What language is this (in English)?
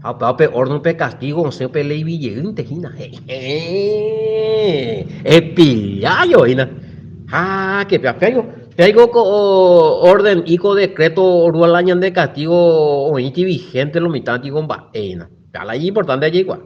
Guarani